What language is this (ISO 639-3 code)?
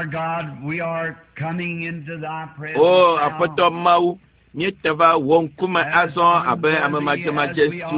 ewe